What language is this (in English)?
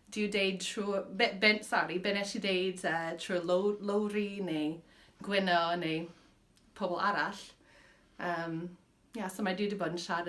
Welsh